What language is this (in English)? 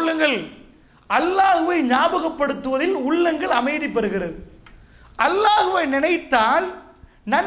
Tamil